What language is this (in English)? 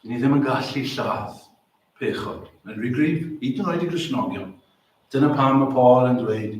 Welsh